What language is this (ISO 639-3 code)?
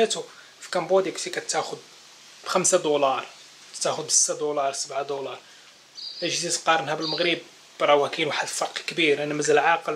ary